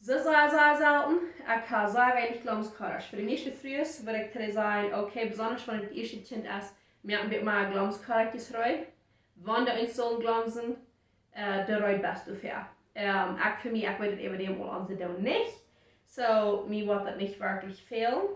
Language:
Plautdietsch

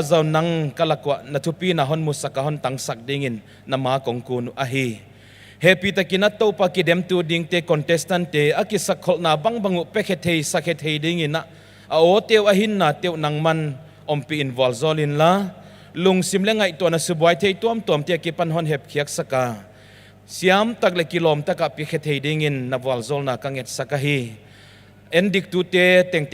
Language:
Paite Chin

